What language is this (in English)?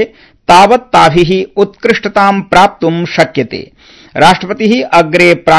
Sanskrit